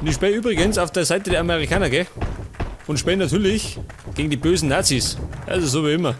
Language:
Bavarian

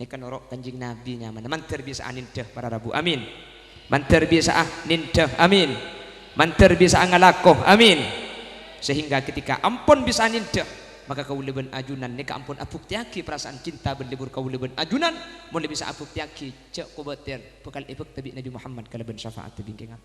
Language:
Madurese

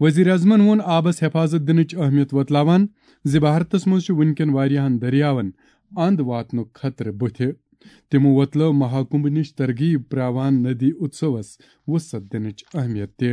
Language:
Kashmiri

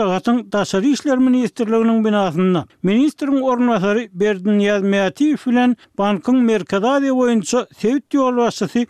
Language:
Turkmen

